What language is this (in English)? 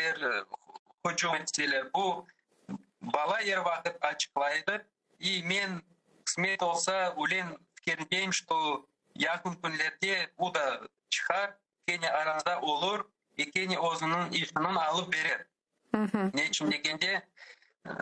Crimean Tatar